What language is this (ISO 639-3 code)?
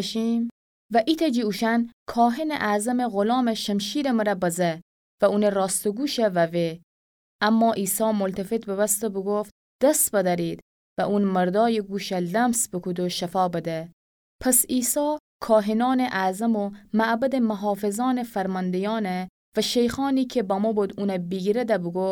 glk